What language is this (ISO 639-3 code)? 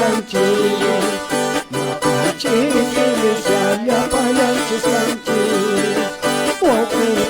que